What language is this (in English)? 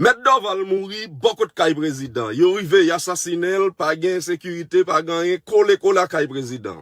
Haitian Creole